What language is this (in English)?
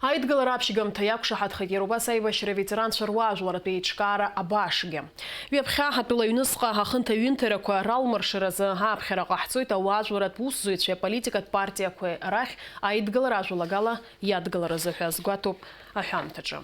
Abkhazian